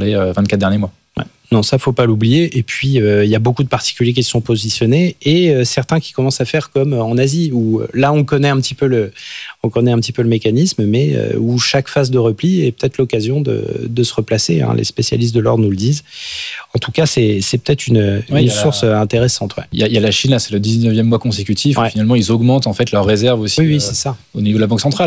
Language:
French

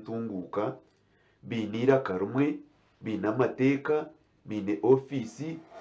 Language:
Nyankole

